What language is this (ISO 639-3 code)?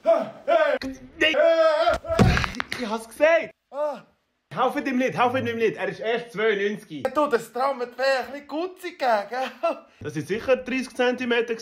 gsw